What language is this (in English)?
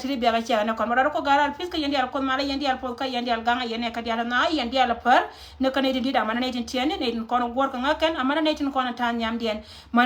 Nuer